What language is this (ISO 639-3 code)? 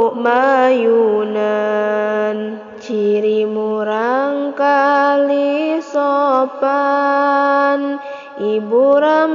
sun